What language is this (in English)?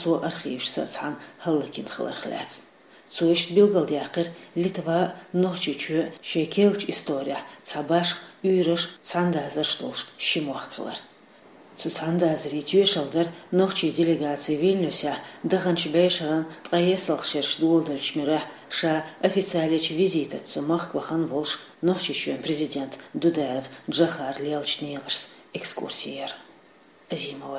Chechen